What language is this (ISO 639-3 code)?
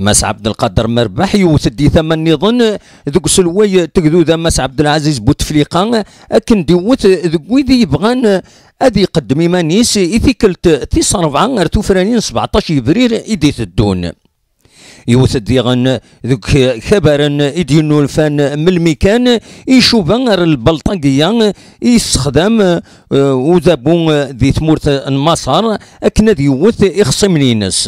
kab